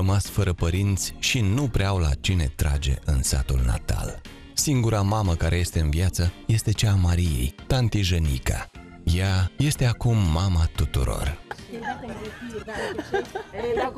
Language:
Romanian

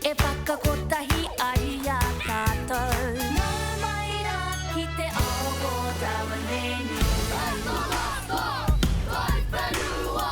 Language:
Māori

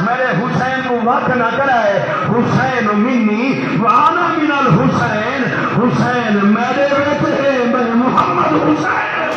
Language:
Saraiki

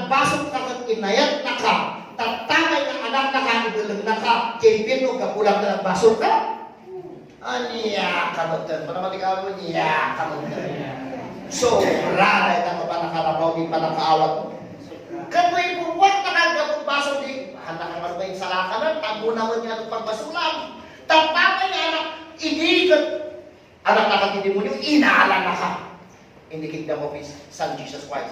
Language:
Iloko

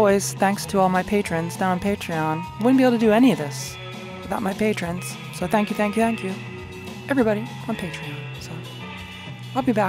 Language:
English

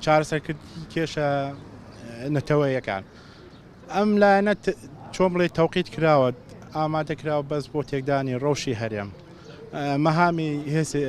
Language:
Central Kurdish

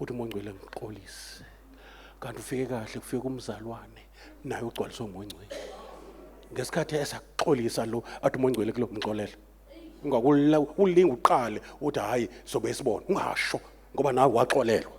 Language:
Zulu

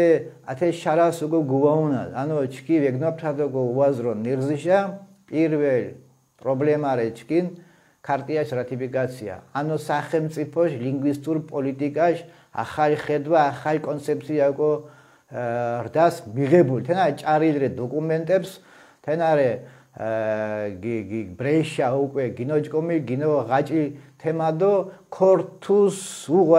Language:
Mingrelian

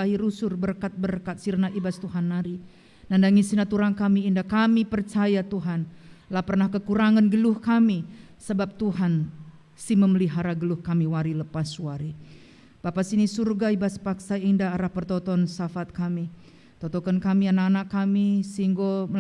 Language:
Batak Karo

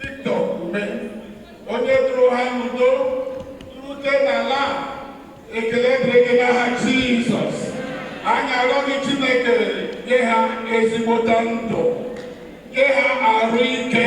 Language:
Igbo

